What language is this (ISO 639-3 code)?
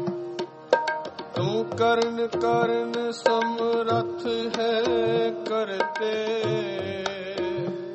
pan